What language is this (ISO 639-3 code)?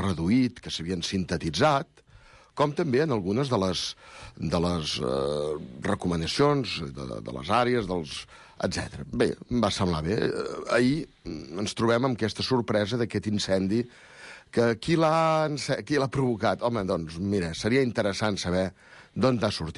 cat